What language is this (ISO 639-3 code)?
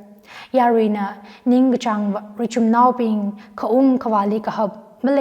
nmf